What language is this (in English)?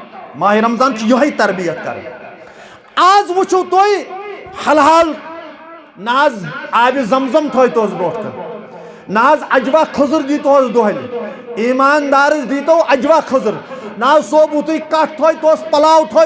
Kashmiri